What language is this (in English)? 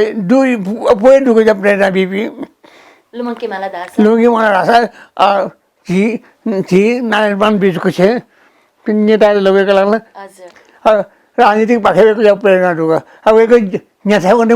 Newari